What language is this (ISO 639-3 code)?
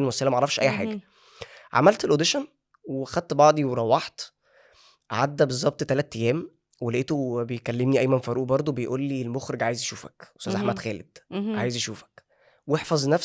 arz